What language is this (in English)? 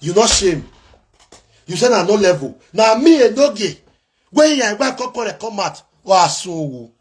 Nigerian Pidgin